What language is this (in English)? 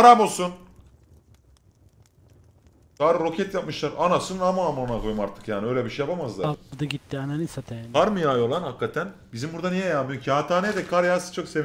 Turkish